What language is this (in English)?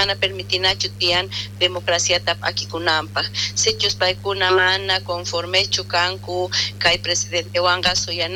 South Bolivian Quechua